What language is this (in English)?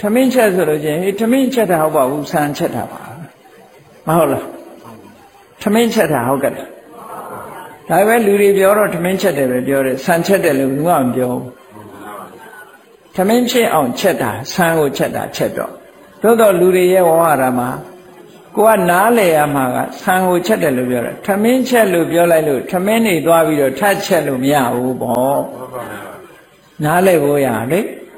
Burmese